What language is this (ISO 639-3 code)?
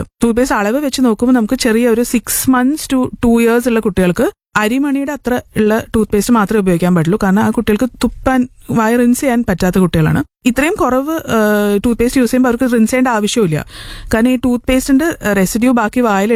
mal